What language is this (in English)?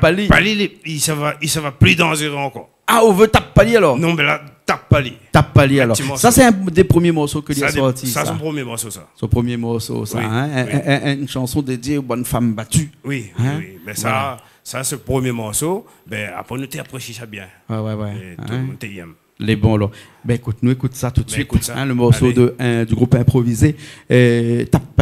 Réunion Creole French